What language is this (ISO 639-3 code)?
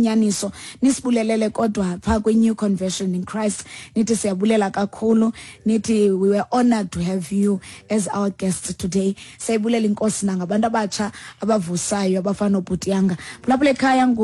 xho